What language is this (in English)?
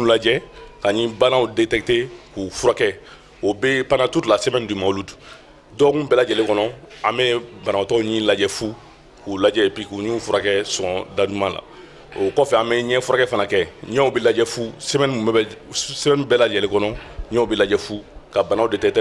Bambara